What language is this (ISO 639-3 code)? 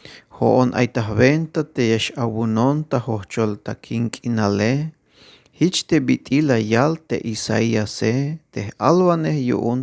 tzh